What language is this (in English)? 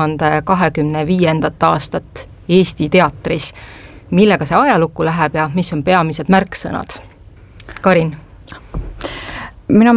Estonian